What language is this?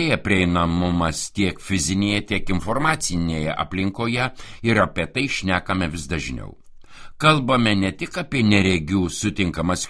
Lithuanian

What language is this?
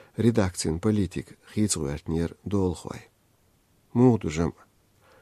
Chechen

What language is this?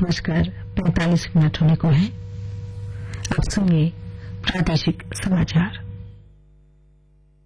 Hindi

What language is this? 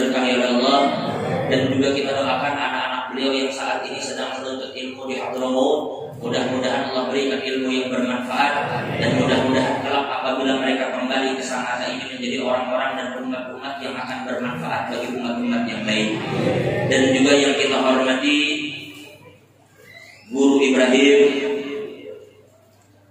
Indonesian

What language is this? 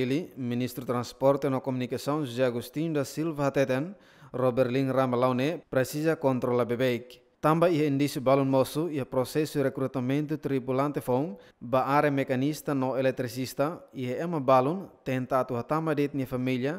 Tetum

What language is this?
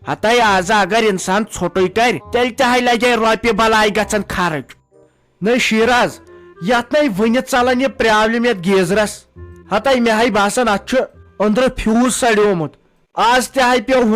Kashmiri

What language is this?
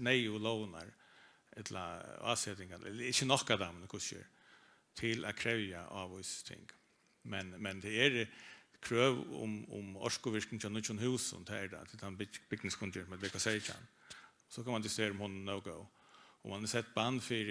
Faroese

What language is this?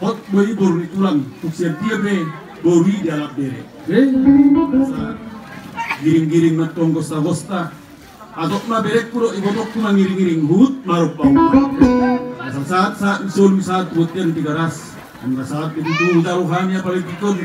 Batak Toba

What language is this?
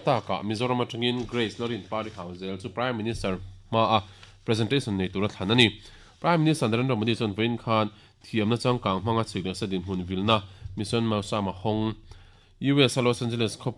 Mizo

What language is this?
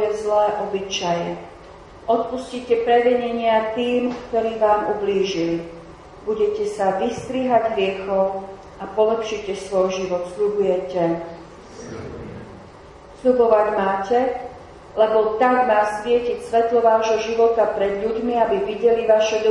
Slovak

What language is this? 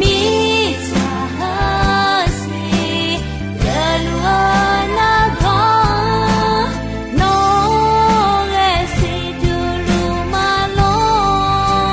Akha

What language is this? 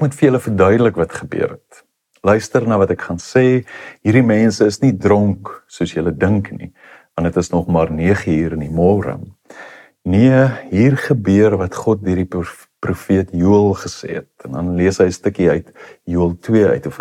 Afrikaans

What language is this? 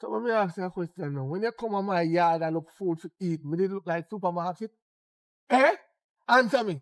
Jamaican Creole English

